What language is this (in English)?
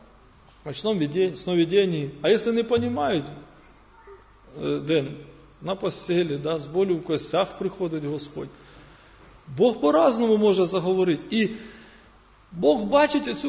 Ukrainian